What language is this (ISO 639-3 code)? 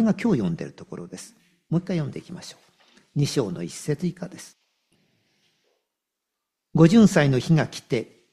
jpn